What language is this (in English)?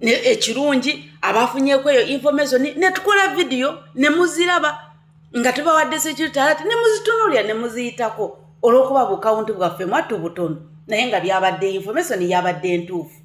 Ganda